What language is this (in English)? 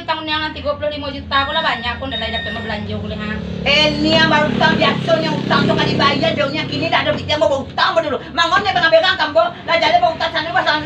Minangkabau